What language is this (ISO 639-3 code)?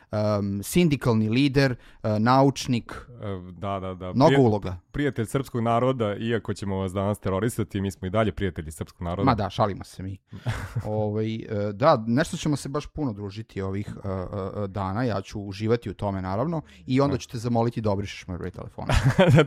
srp